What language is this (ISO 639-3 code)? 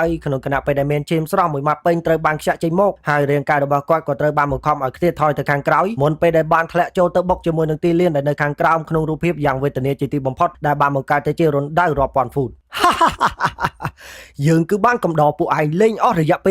khm